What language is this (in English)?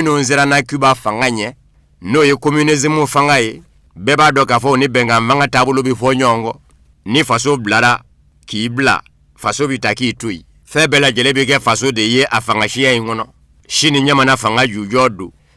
Bambara